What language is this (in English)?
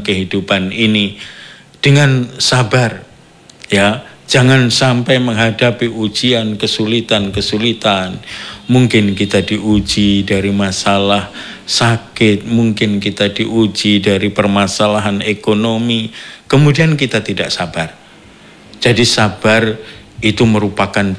Indonesian